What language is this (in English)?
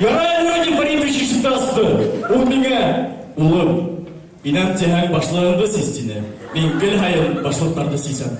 Bashkir